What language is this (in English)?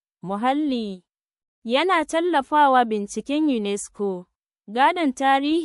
Hausa